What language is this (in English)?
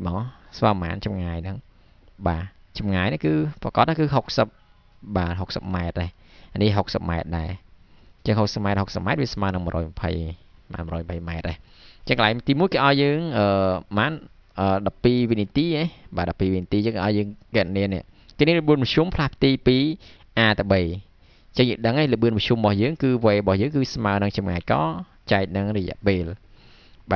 Khmer